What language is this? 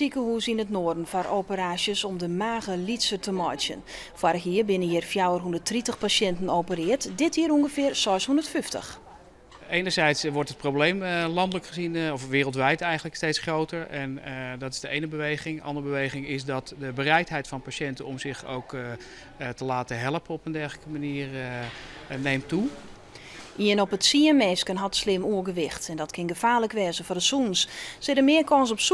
Western Frisian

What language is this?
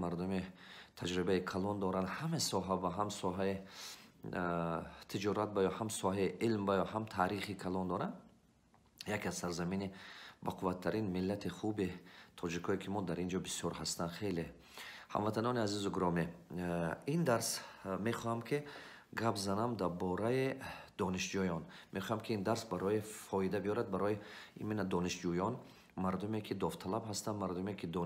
Tajik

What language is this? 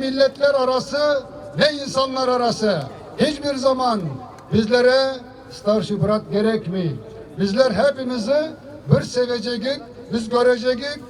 Crimean Tatar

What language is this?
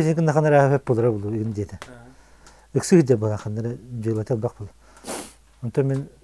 Yakut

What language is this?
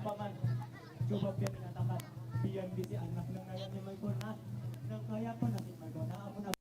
Banjar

